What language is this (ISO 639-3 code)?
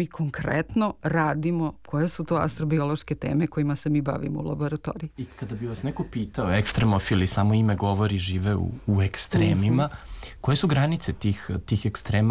srp